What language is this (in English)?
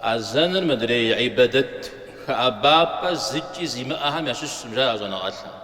Kabardian